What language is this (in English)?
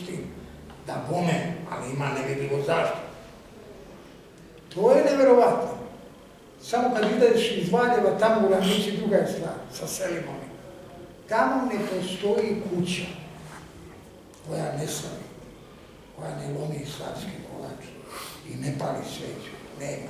Serbian